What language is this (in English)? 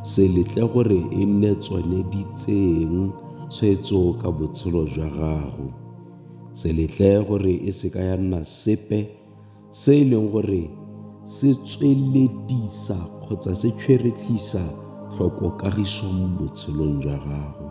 Tswana